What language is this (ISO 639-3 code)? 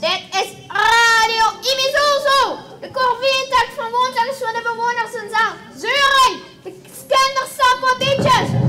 lim